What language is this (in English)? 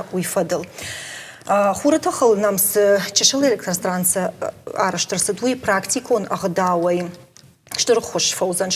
Ossetic